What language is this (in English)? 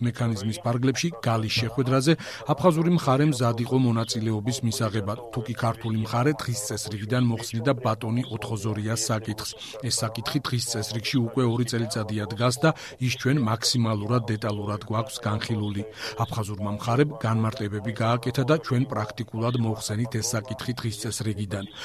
Georgian